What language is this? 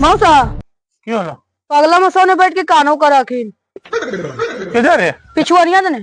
Magahi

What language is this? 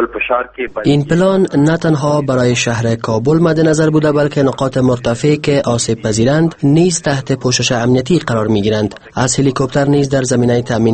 Persian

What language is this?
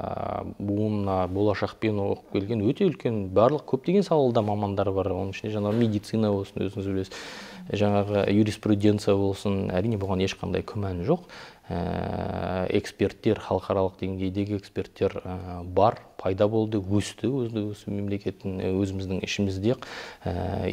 Kazakh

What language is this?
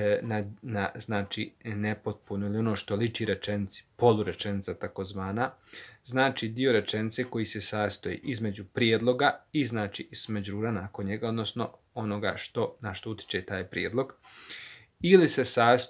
Bosnian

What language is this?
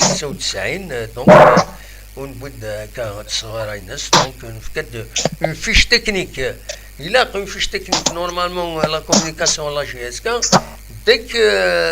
Kabyle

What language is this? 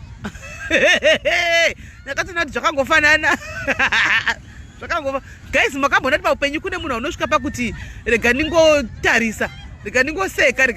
Shona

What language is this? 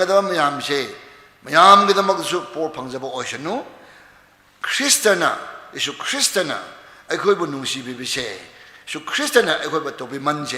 Tangkhul Naga (India)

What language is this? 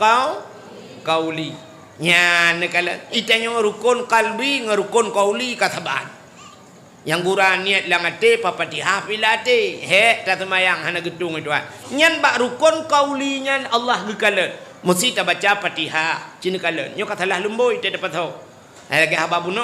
Achinese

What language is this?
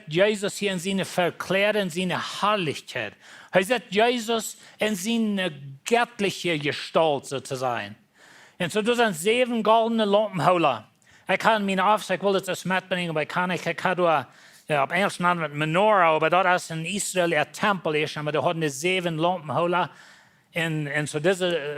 Plautdietsch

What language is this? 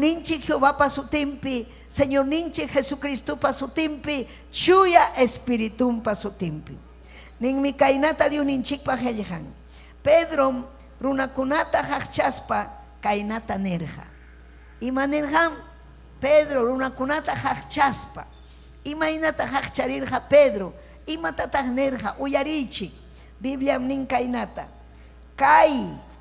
Ayacucho Quechua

